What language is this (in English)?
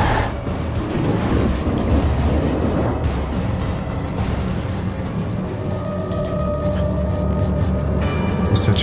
German